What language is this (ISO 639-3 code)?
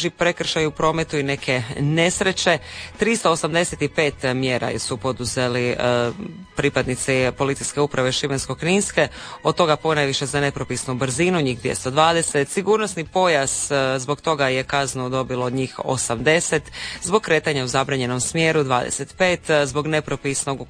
hrv